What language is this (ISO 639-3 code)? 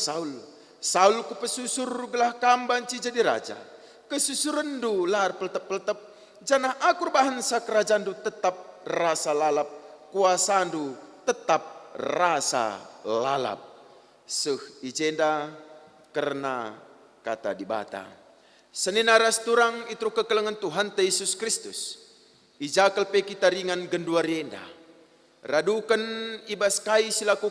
btx